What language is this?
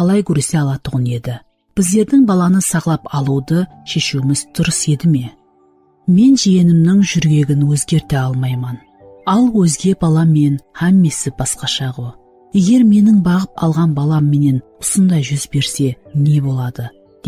Kara-Kalpak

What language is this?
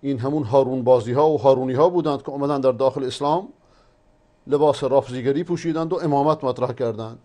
Persian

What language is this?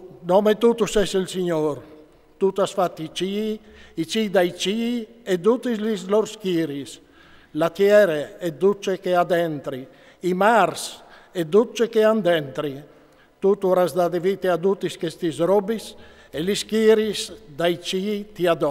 Friulian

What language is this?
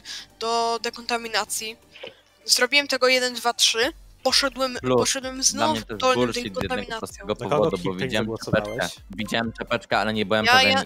Polish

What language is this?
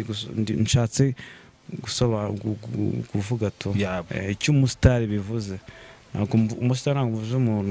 Kinyarwanda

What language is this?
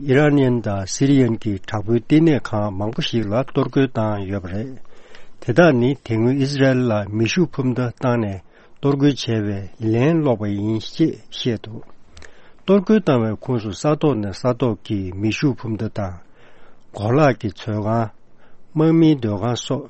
Tibetan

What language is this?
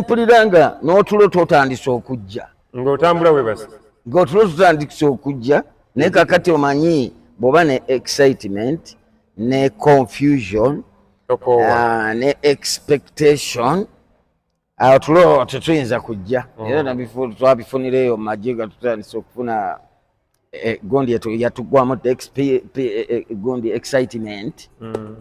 Ganda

